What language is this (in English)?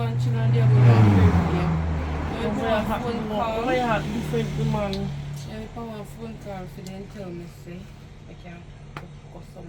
Jamaican Creole English